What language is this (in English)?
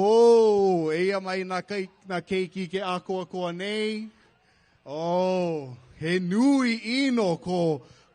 Hawaiian